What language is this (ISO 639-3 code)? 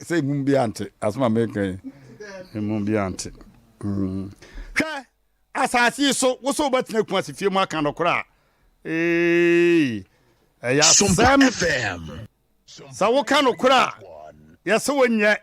aka